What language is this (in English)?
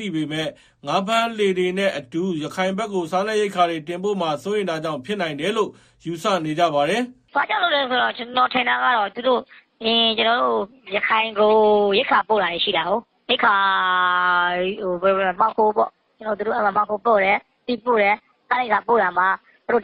Burmese